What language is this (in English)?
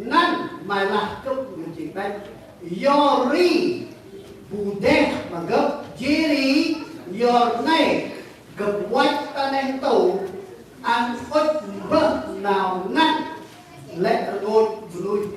Central Mnong